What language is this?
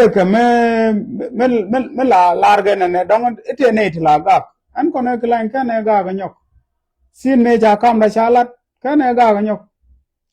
Nuer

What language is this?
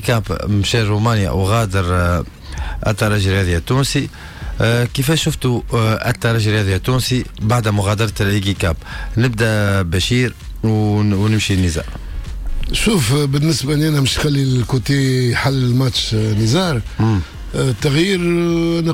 Tunisian Arabic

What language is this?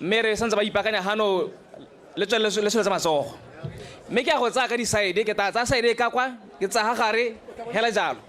Tswana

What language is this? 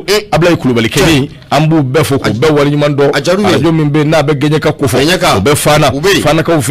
Bambara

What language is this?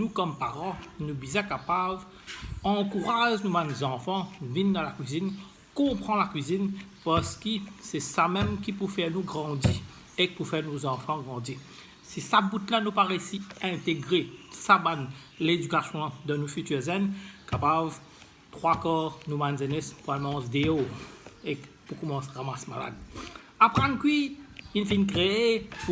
Morisyen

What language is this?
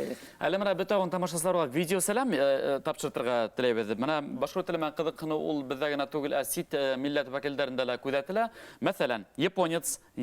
Bashkir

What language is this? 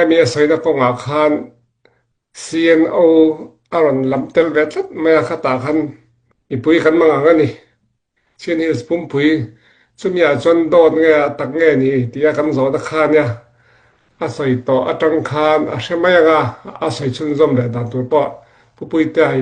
Hakha Chin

